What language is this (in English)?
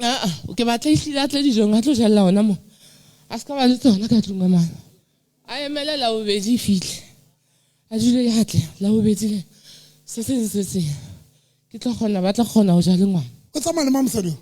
Southern Sotho